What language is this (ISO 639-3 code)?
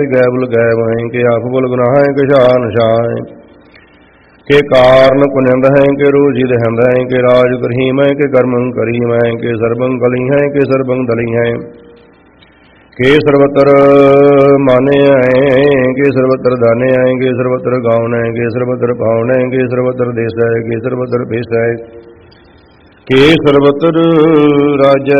pan